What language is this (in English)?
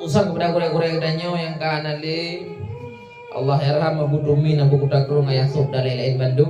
Achinese